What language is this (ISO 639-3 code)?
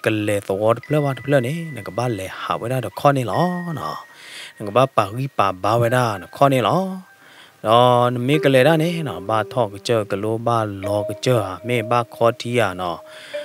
ksw